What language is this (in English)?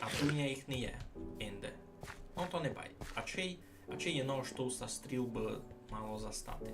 Rusyn